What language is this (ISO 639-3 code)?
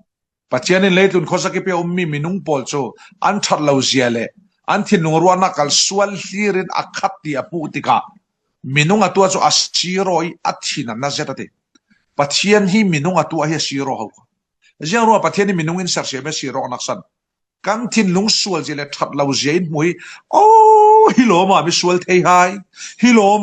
cfm